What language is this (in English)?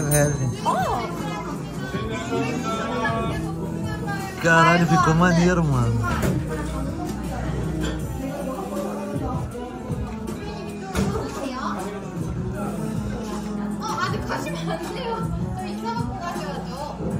Portuguese